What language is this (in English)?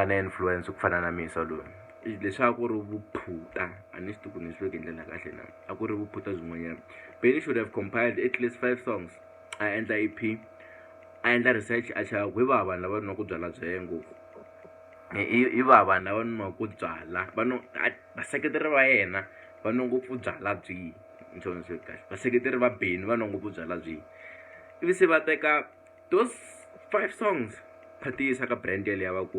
Tsonga